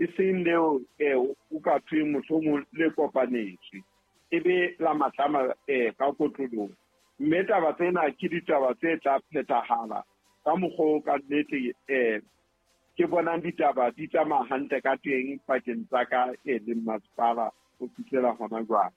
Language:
Southern Sotho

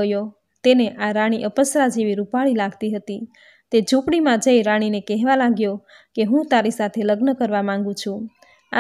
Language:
Gujarati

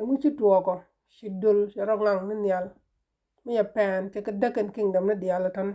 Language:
Nuer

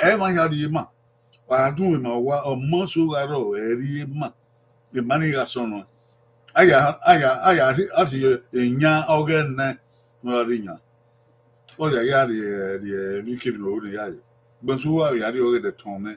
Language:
Bini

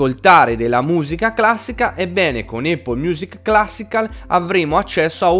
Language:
Italian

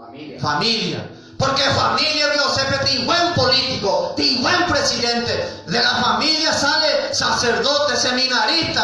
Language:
Guarani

